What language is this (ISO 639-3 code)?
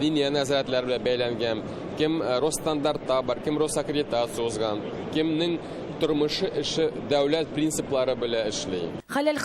tat